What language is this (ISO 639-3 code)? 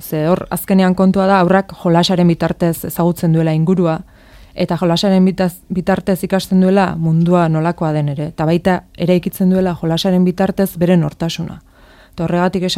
eus